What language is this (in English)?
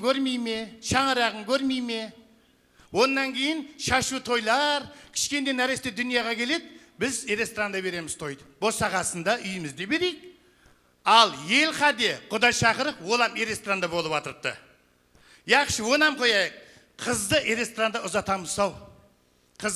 Kara-Kalpak